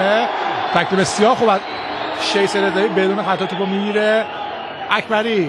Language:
Persian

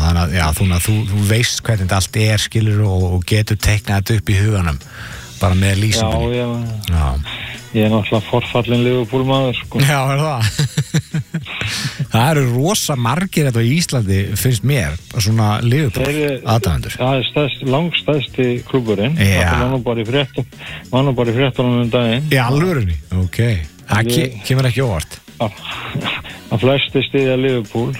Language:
Icelandic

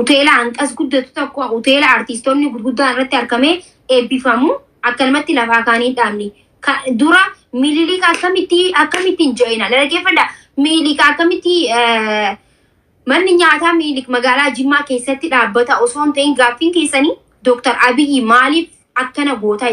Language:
Oromo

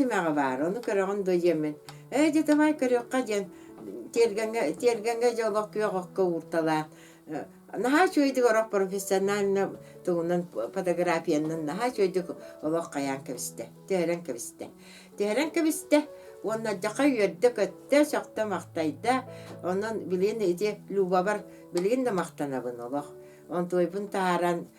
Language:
Yakut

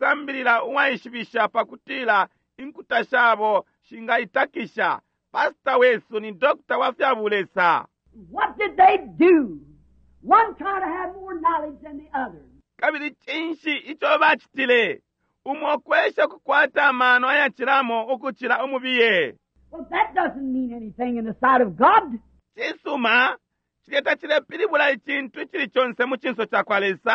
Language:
Bemba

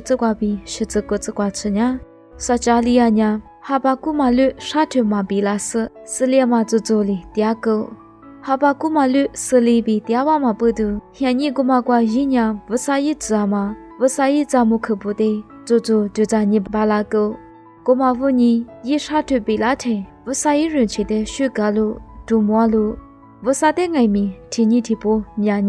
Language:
Lisu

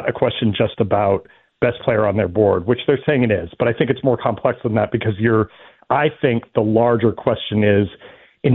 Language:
English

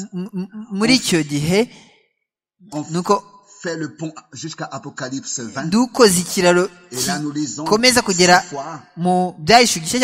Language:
Kinyarwanda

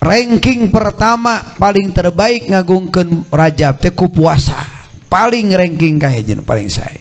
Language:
Sundanese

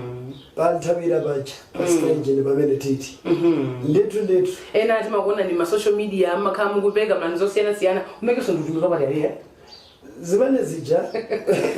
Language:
Nyanja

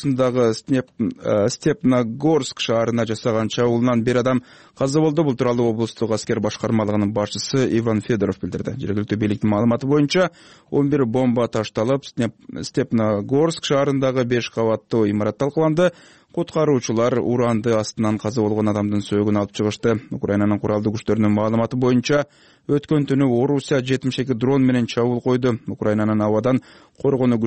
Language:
Kyrgyz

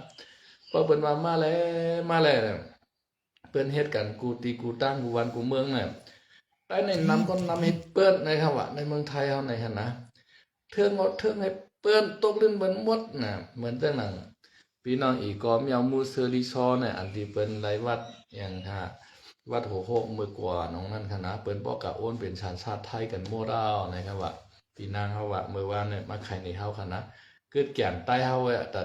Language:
Shan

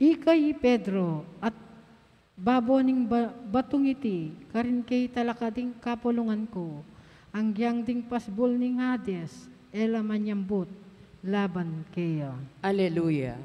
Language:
Pampanga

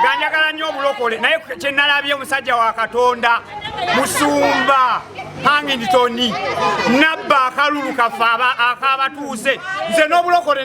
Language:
Ganda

